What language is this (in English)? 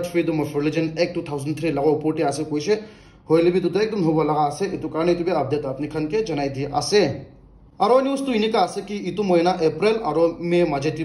Naga Pidgin